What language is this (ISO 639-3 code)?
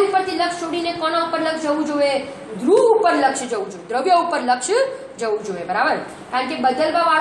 guj